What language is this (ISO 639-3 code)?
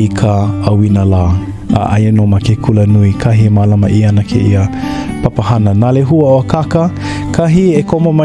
haw